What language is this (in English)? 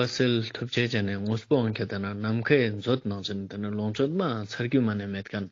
Ladakhi